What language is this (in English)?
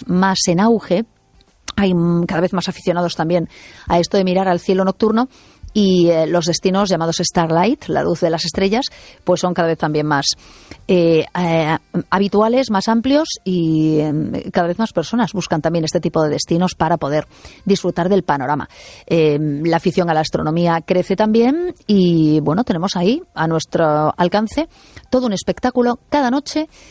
Spanish